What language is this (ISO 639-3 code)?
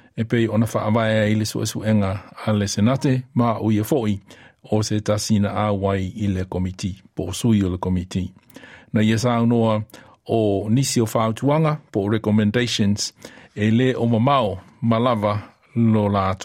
smo